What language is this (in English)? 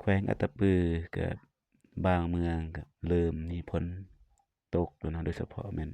Lao